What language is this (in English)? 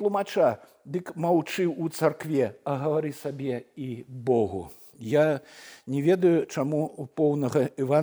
Belarusian